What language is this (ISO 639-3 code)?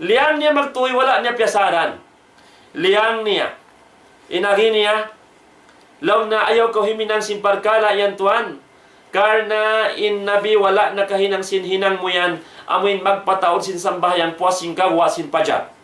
tsg